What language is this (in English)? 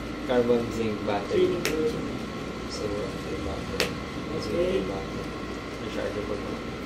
Filipino